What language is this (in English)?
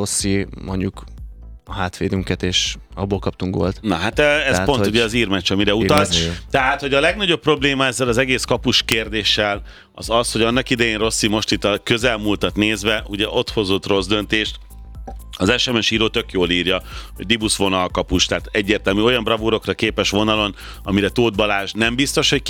Hungarian